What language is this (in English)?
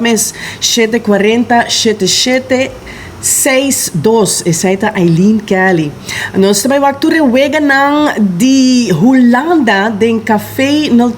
Papiamento